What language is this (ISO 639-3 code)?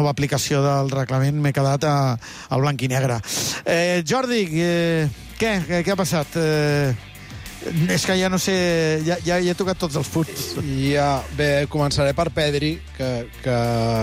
cat